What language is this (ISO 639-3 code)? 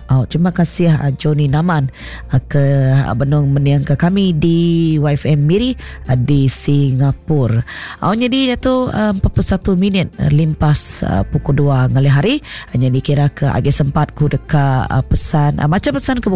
iba